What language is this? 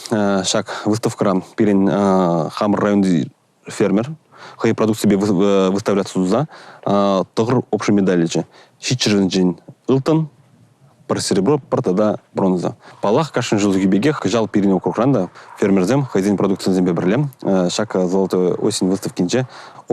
Chuvash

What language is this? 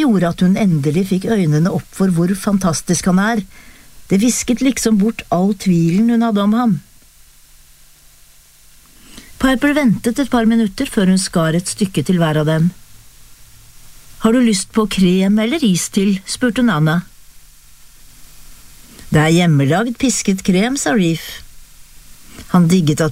Norwegian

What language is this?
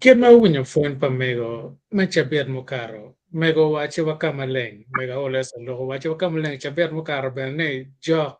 Acoli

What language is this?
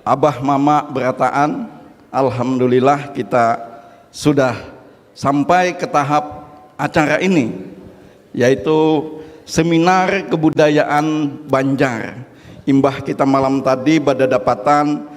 Banjar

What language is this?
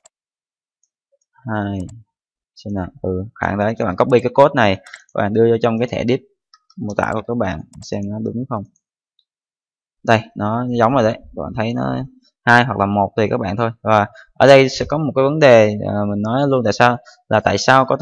Vietnamese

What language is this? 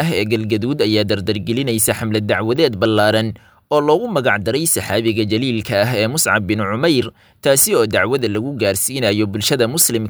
Somali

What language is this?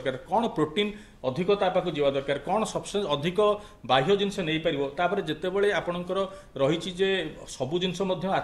Odia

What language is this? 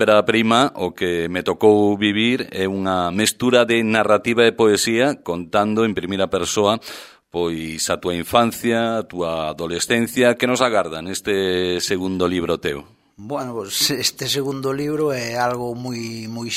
Galician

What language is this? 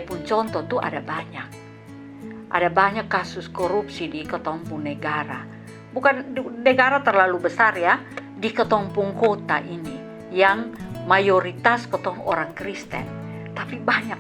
Kupang Malay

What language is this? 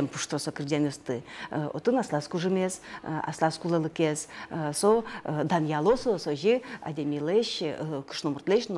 Udmurt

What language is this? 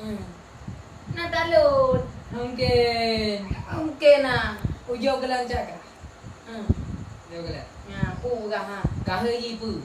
Achinese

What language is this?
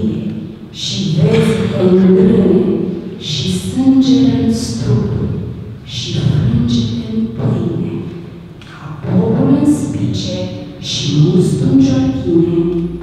Romanian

